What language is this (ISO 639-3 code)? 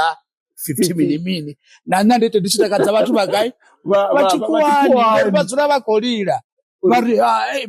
ven